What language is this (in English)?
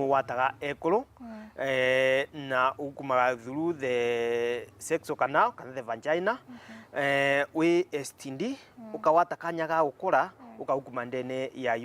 Meru